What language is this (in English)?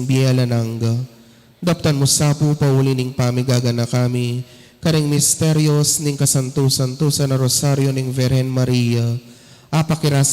Pampanga